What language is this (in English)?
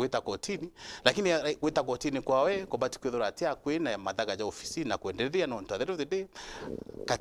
Meru